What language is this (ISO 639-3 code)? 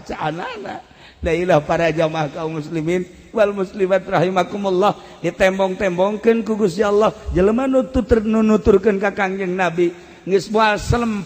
sun